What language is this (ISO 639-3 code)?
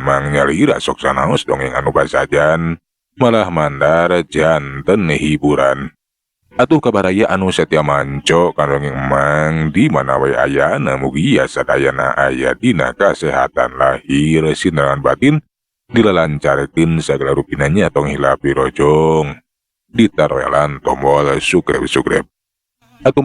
sun